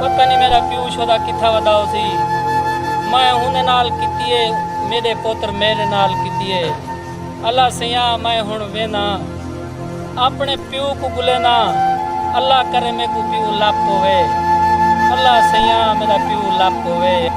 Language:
Saraiki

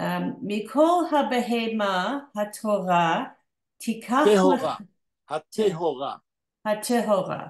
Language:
Yiddish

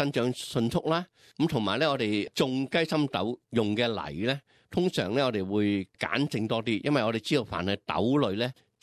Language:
Cantonese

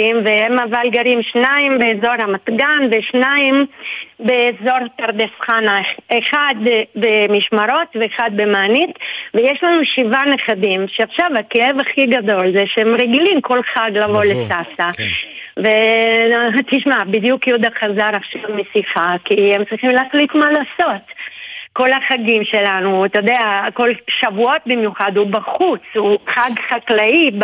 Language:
Hebrew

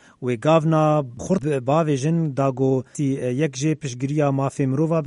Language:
Kurdish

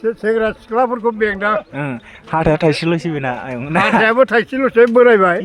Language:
Bodo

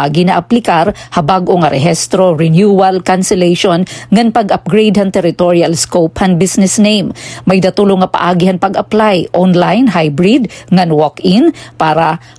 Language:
Waray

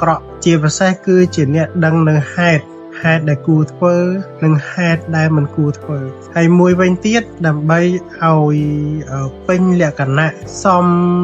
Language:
Khmer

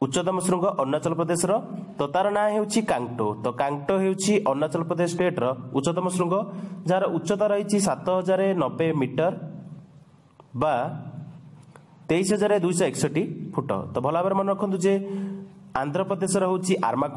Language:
Odia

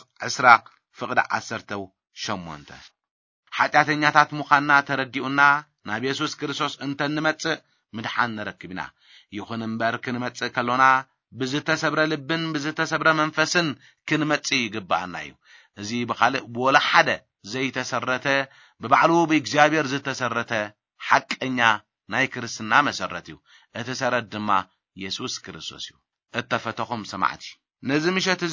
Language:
Tigrinya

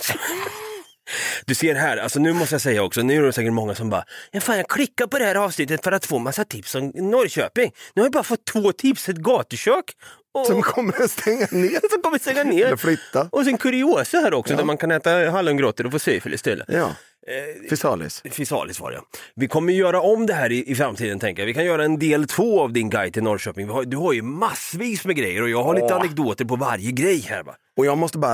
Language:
Swedish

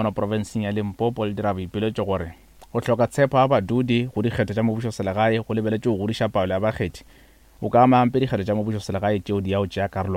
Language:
Northern Sotho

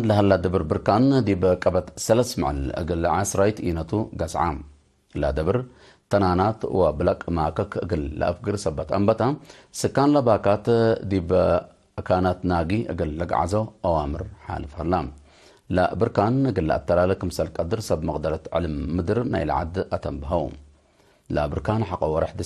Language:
Tigre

